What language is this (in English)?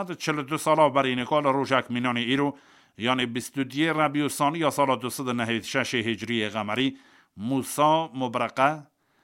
Kurdish